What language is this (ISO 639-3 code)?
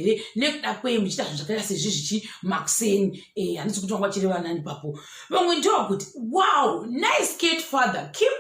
sna